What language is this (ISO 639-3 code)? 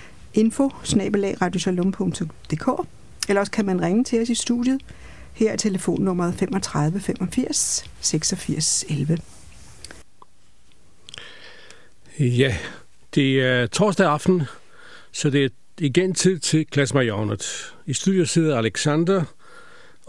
dan